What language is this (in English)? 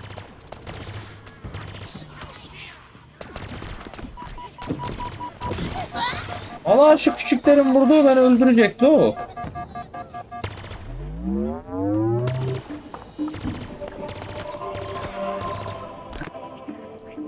Turkish